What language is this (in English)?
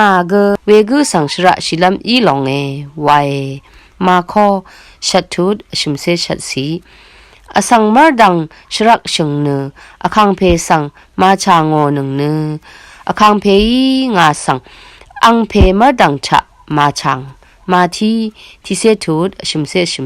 Rawang